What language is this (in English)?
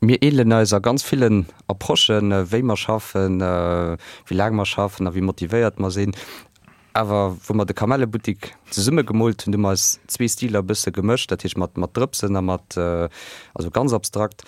Luxembourgish